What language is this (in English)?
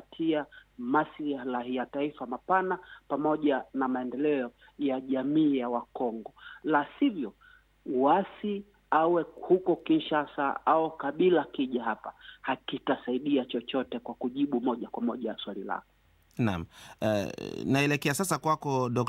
Swahili